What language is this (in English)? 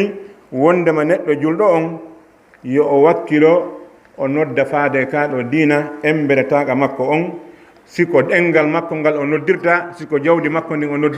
Fula